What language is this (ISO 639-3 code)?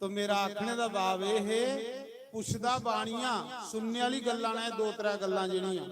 doi